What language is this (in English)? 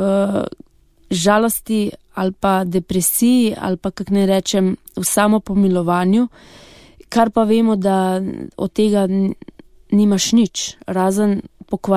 Slovenian